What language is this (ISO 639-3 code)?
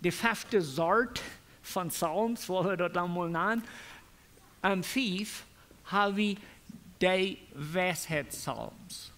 pdt